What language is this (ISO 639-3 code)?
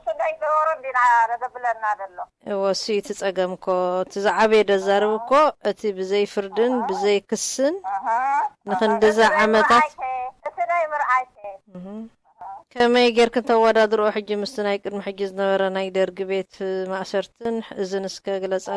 tir